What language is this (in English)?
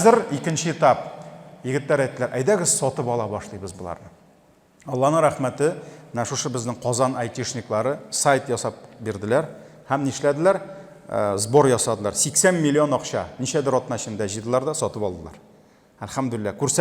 Tatar